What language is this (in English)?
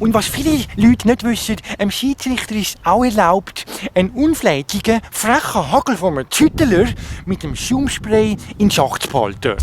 Swiss German